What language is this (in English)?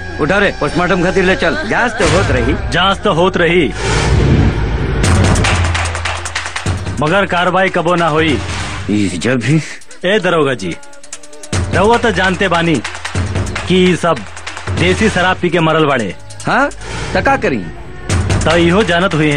Bhojpuri